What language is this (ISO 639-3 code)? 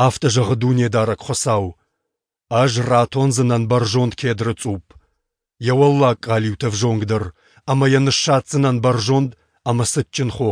oss